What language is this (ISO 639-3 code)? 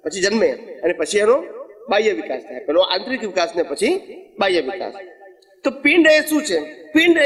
guj